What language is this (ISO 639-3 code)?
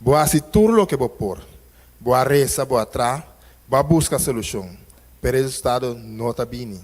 pap